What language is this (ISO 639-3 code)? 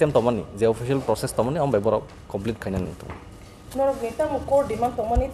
trp